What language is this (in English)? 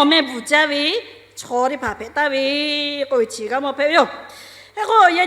Lahu